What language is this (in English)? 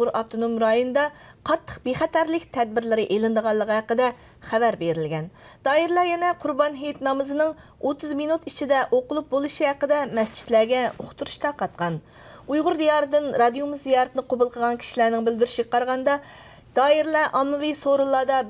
Uyghur